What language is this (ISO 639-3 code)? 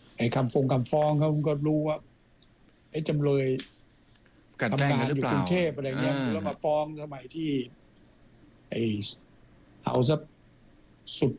tha